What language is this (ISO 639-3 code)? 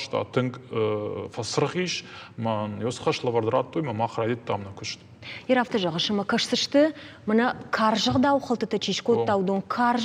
oss